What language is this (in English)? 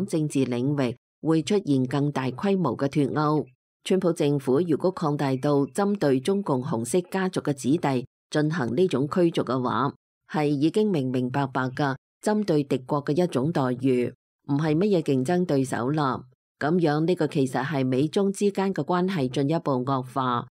Cantonese